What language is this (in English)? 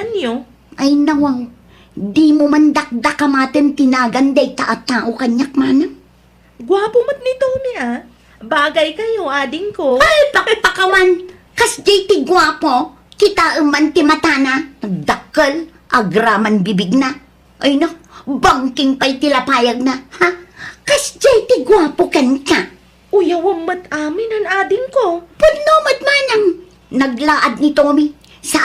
Iloko